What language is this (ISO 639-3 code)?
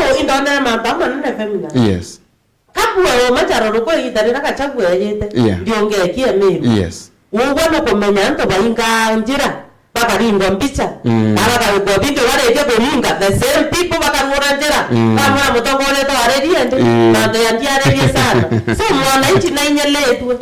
mer